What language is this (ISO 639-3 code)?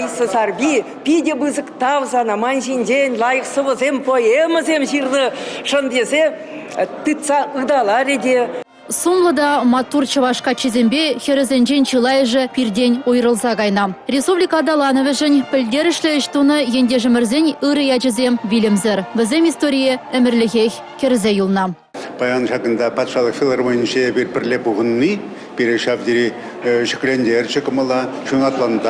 chv